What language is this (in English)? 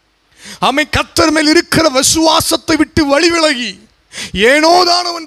Tamil